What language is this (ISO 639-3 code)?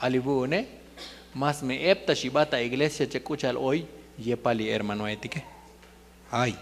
tzo